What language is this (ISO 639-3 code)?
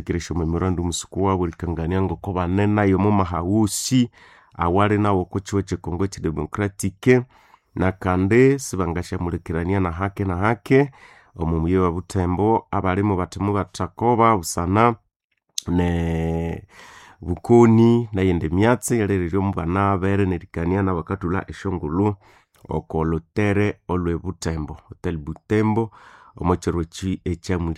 nnb